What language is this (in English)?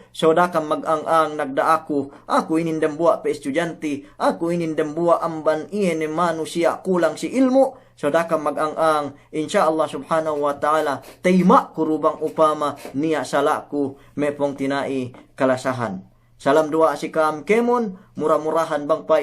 Yakan